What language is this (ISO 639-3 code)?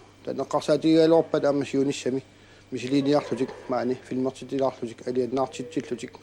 kal